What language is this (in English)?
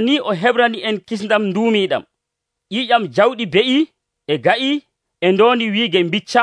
Nigerian Fulfulde